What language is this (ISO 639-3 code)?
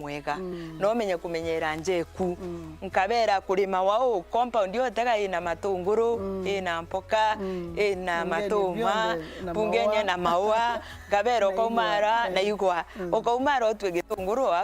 mer